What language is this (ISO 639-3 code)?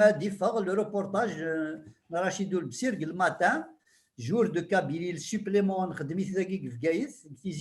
kab